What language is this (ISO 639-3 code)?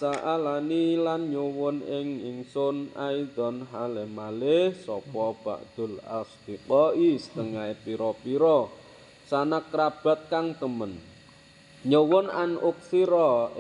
jav